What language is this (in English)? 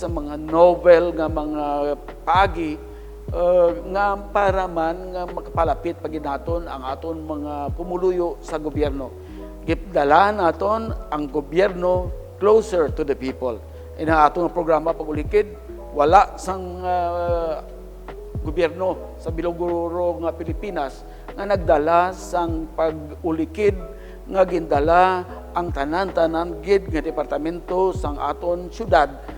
Hiligaynon